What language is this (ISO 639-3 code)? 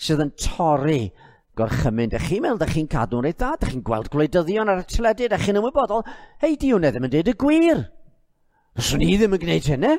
cym